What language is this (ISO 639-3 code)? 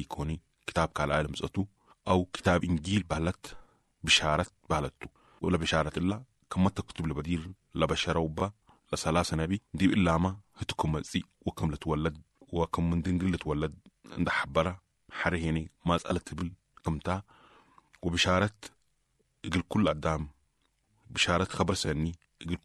apd